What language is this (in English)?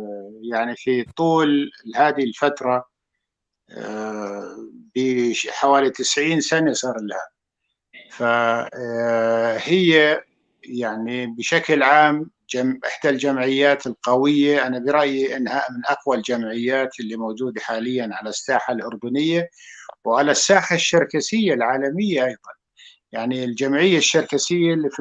North Levantine Arabic